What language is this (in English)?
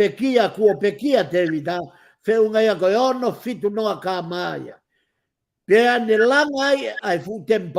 Tongan